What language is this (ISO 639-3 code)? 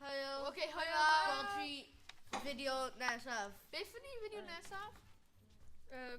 cym